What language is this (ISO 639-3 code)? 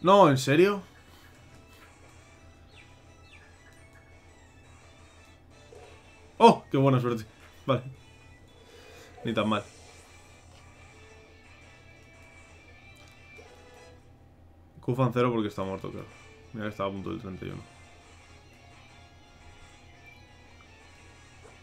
spa